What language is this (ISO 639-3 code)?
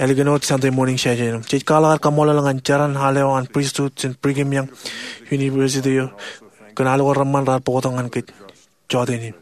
mah